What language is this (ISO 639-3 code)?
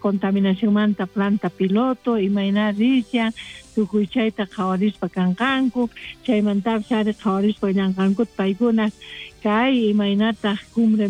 quh